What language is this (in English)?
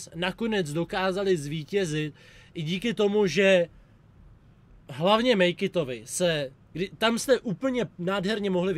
Czech